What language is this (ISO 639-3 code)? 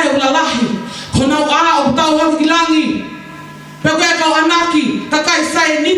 ton